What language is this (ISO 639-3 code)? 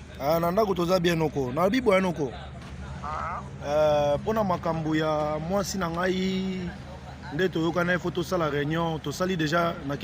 lin